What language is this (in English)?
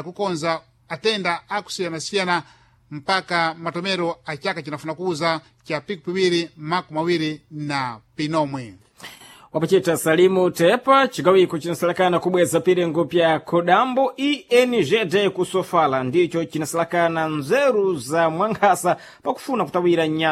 Sena